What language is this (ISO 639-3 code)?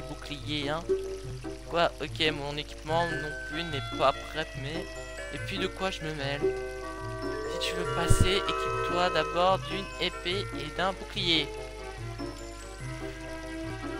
fra